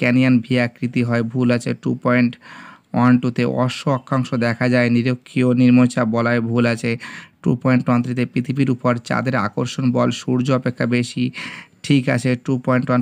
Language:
Bangla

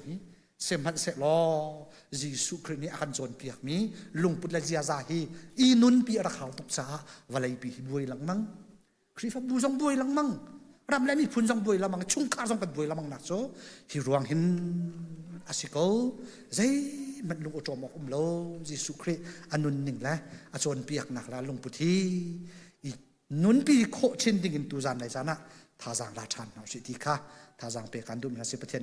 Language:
Hakha Chin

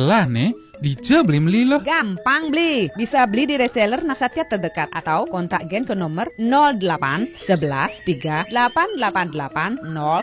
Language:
Indonesian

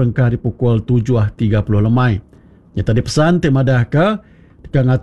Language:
Iban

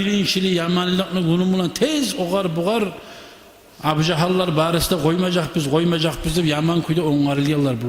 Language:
Kumyk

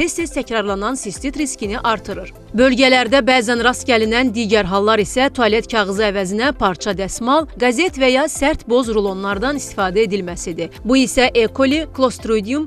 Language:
Azerbaijani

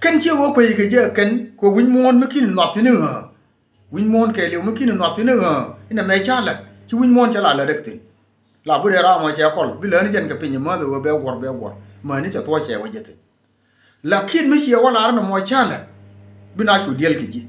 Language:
Nuer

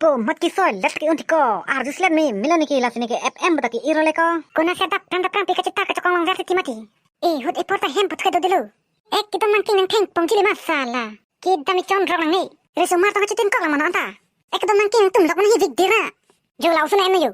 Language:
Karbi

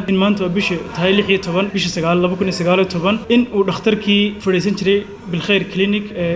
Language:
Somali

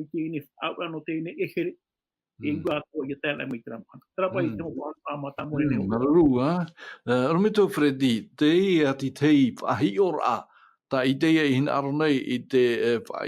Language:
Tahitian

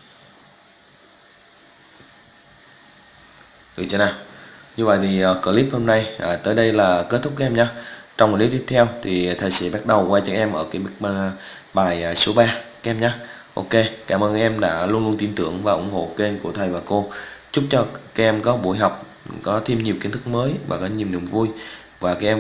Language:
Vietnamese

